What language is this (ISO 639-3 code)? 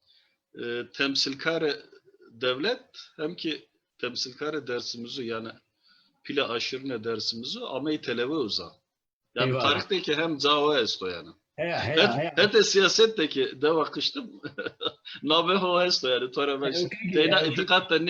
zza